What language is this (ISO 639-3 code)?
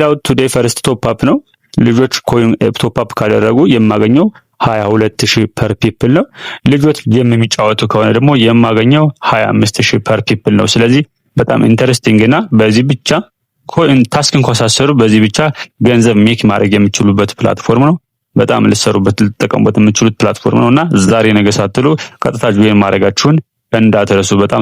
amh